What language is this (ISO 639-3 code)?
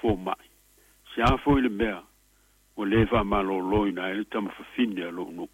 smo